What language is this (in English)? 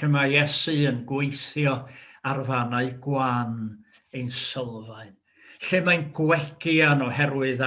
Welsh